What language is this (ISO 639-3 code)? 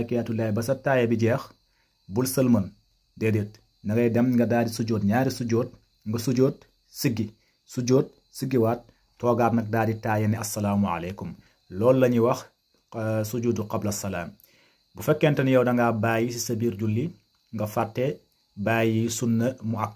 wol